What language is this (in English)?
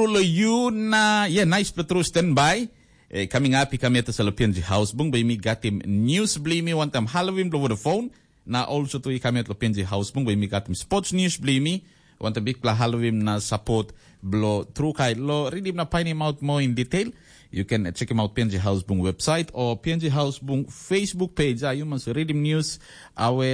Tok Pisin